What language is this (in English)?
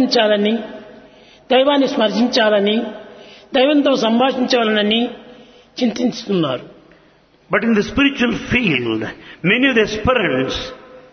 Telugu